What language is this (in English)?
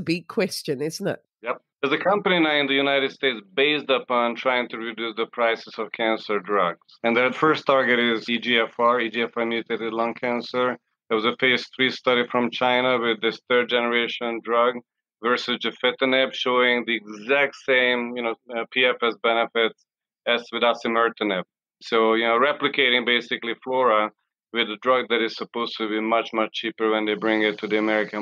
English